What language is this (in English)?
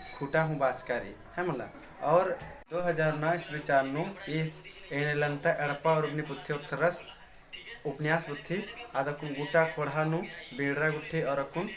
Kurukh